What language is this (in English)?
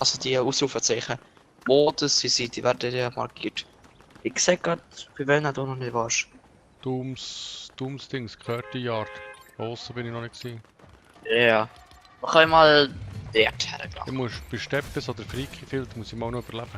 Swiss German